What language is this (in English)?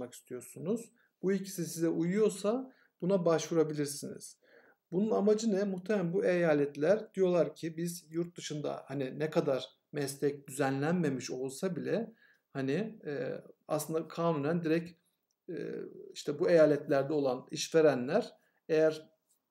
Turkish